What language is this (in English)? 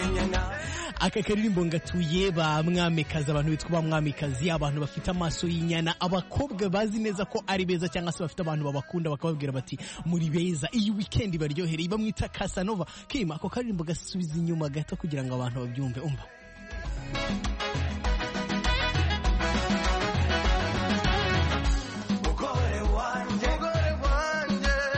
Kinyarwanda